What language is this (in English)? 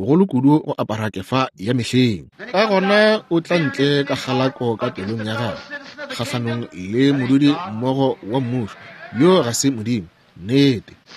Northern Sotho